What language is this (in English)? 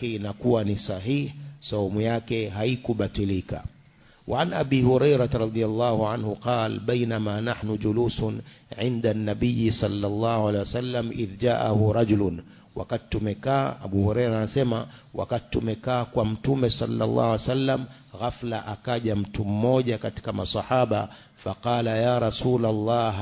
Swahili